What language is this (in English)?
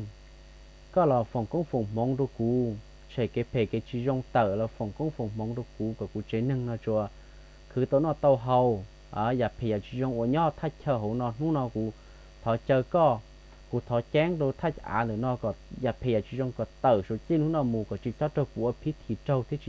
Hmong